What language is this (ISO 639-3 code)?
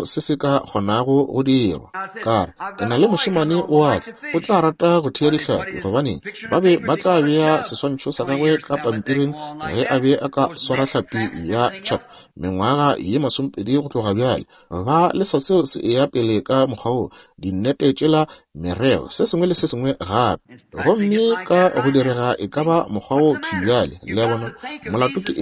nso